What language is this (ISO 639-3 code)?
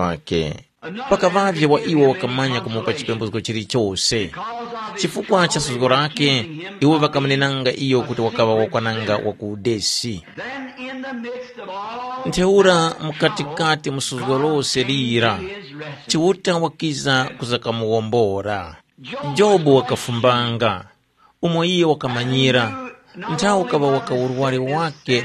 tum